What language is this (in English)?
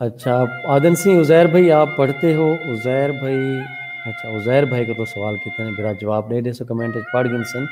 Saraiki